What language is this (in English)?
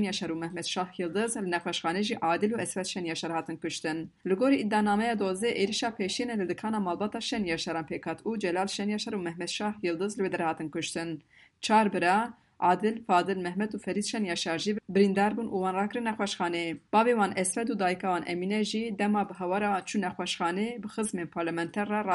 Kurdish